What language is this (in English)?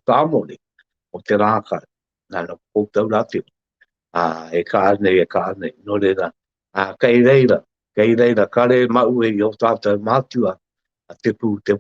Māori